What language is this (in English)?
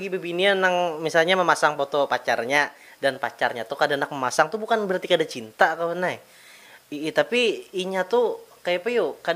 Banjar